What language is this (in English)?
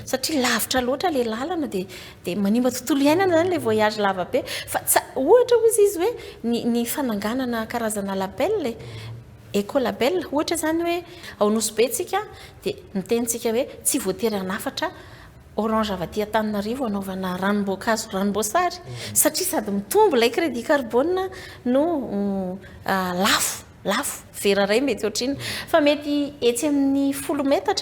Malagasy